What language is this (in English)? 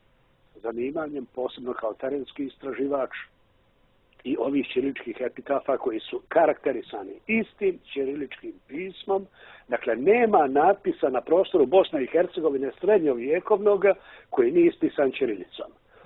Bosnian